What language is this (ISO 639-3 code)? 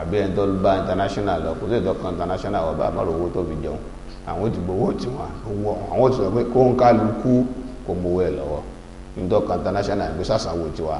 yor